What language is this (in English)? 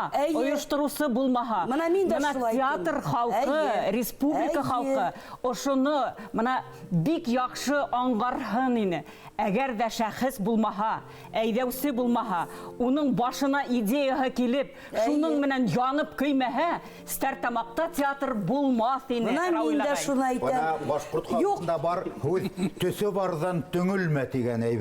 Bashkir